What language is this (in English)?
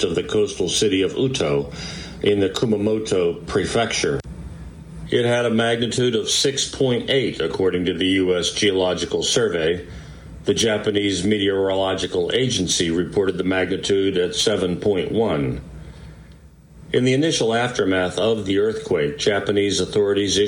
English